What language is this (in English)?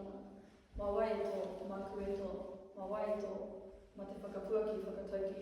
Māori